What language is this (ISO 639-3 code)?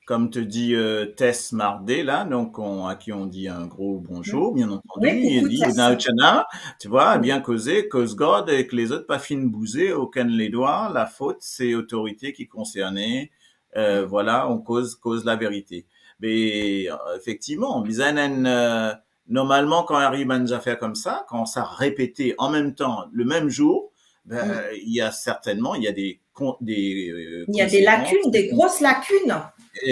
mfe